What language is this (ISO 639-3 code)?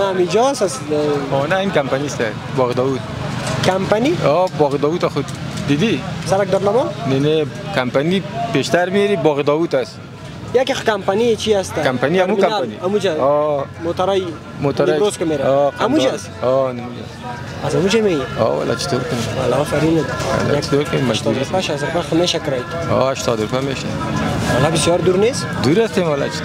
fas